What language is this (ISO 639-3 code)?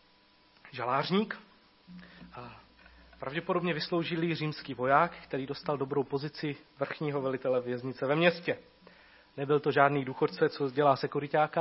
ces